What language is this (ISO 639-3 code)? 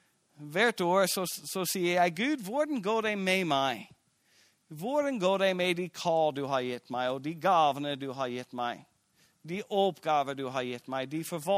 nor